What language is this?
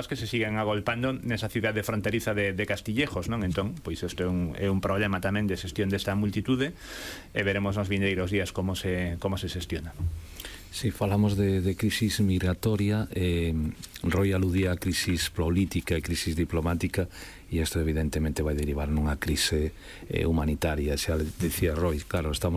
Galician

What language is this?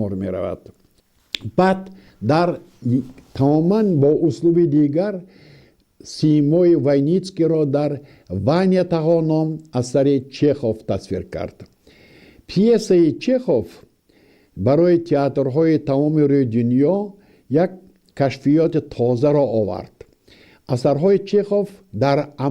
Tajik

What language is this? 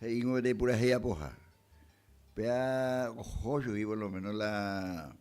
Guarani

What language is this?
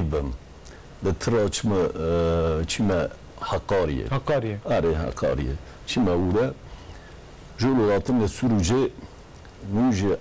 Kurdish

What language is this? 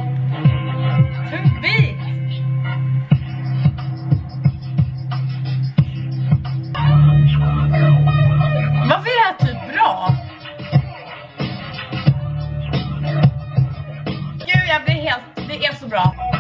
Swedish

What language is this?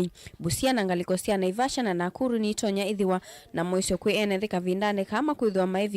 Kamba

